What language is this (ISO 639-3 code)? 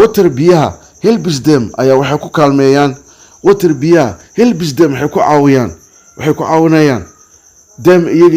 som